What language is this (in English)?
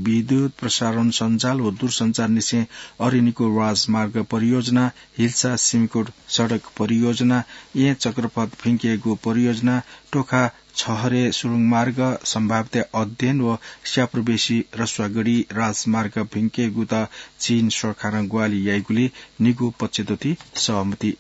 Newari